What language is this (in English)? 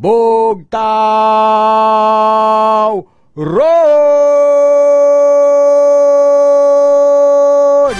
Hiligaynon